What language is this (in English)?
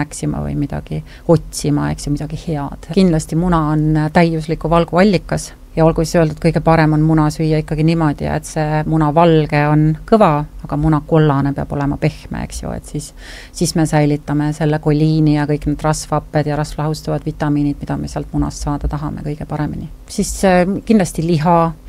Estonian